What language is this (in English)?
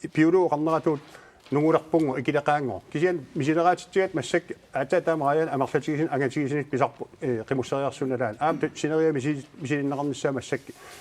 Kalaallisut